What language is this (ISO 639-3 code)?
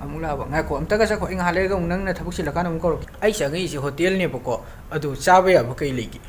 mni